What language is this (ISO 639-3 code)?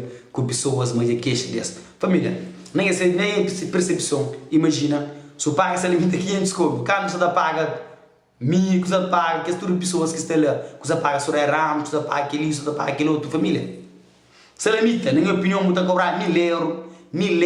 kea